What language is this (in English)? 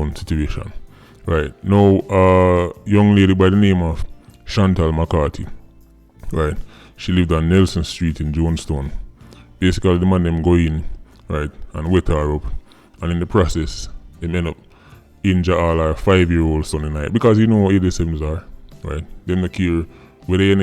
Jamaican Creole English